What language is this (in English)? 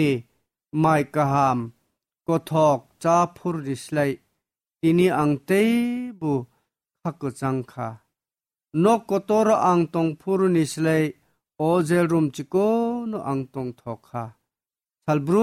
Kok Borok